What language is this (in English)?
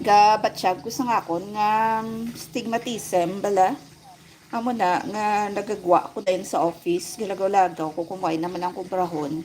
Hiligaynon